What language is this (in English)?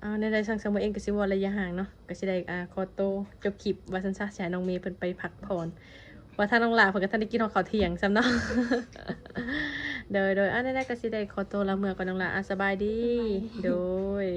Lao